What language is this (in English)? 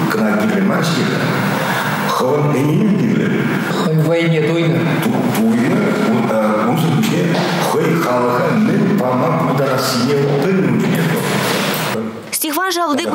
Chuvash